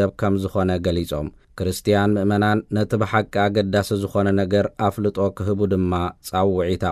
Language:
Tigrinya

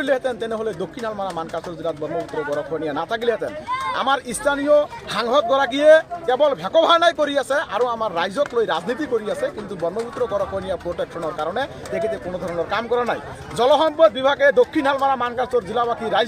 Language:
Assamese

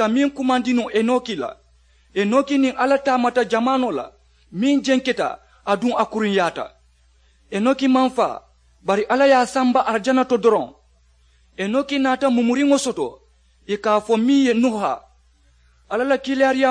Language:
Mandingo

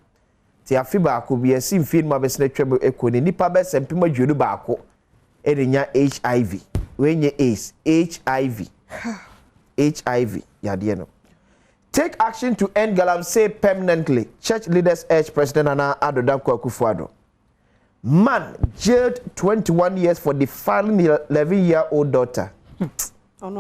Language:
Akan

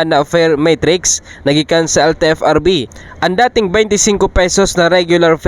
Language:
Bikol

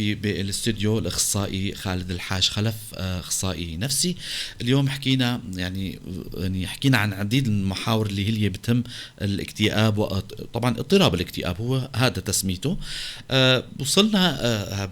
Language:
North Levantine Arabic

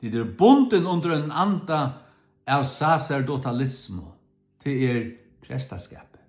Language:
Faroese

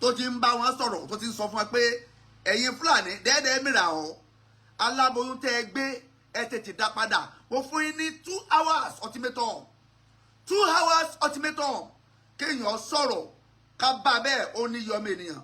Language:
Yoruba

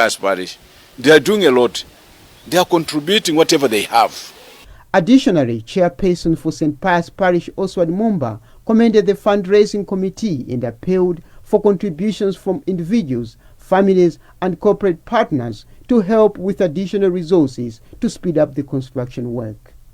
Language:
English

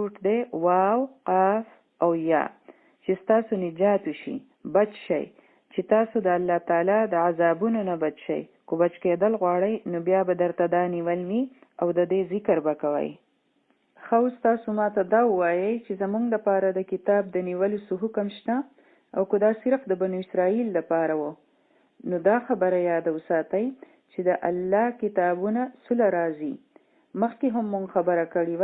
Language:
Pashto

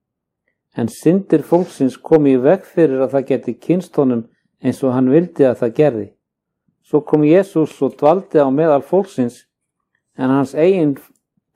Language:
Icelandic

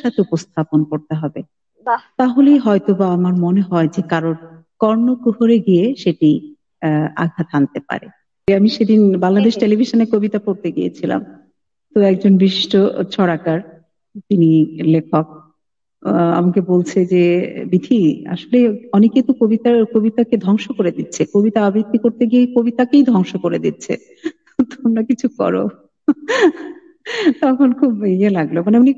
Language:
Bangla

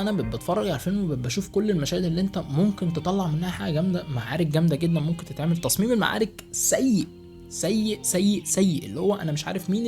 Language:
Egyptian Arabic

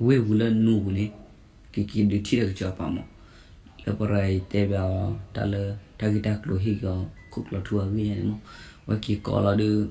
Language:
S'gaw Karen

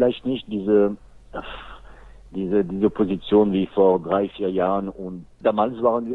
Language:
German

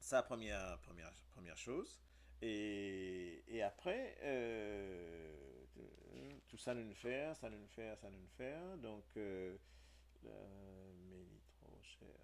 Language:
Morisyen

